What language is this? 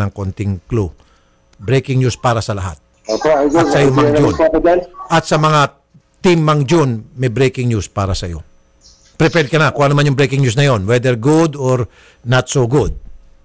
Filipino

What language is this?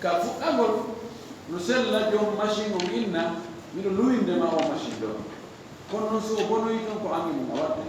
Fula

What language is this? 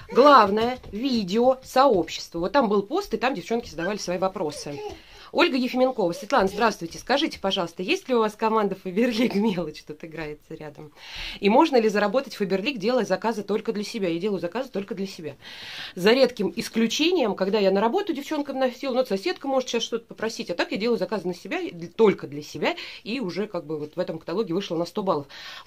Russian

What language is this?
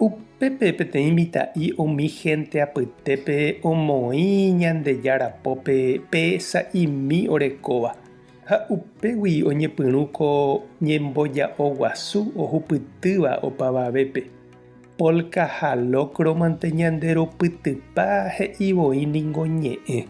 Guarani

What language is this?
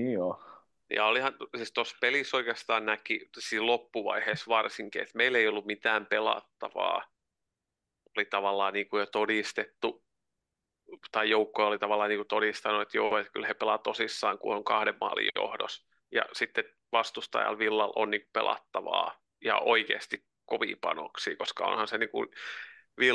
Finnish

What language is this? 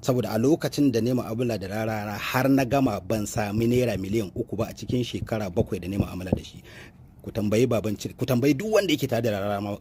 Hausa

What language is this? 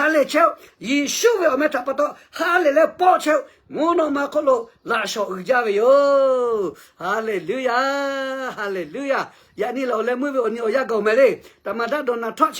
Lahu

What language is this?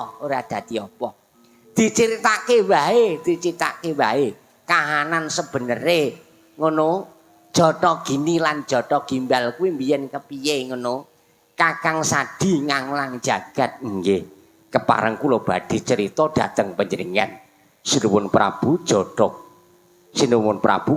Javanese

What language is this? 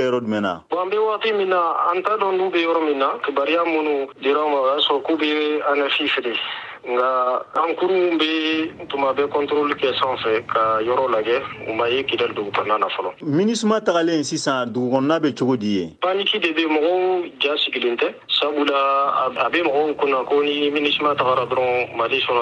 Bambara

